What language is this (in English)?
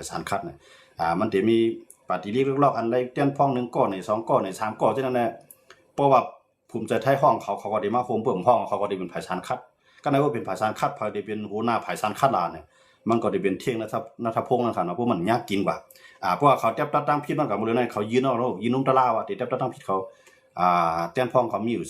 Shan